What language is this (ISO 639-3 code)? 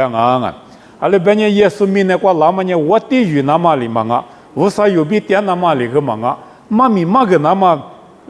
lis